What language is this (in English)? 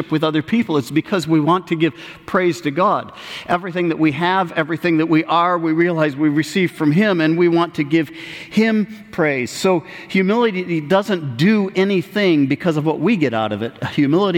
English